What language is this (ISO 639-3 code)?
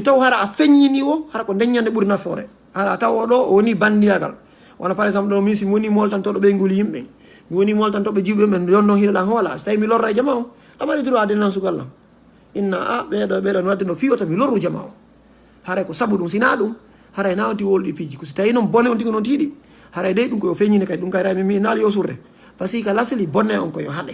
ful